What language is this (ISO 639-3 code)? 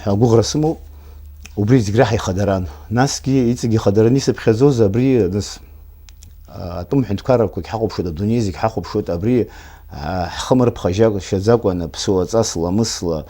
abk